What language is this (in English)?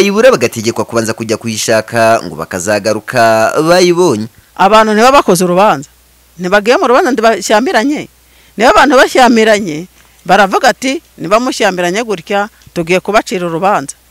Kinyarwanda